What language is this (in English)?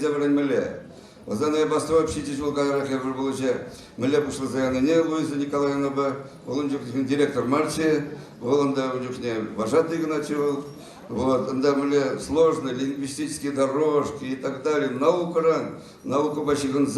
Chuvash